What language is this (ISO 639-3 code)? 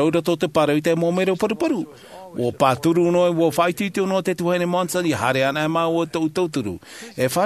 tah